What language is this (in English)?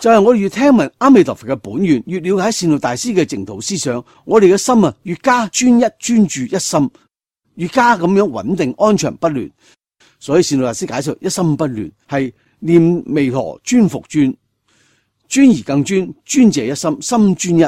Cantonese